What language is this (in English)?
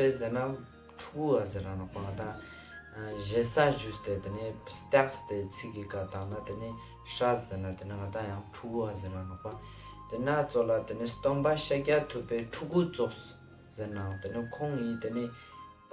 Ladakhi